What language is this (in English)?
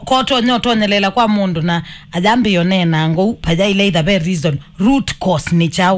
Kamba